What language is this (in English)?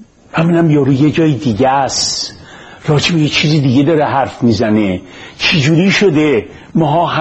Persian